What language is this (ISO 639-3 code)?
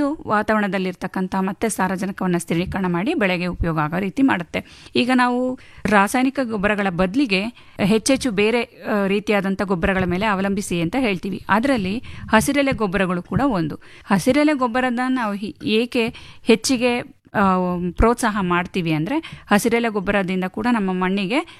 kan